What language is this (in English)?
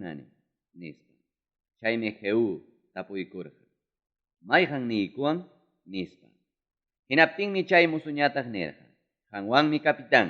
Ayacucho Quechua